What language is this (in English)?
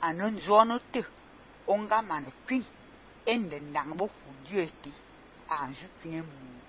Fang